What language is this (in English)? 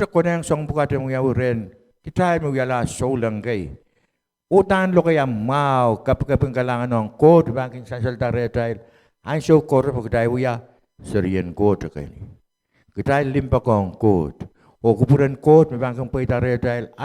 Pohnpeian